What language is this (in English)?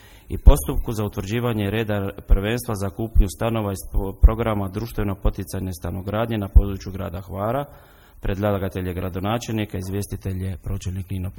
Croatian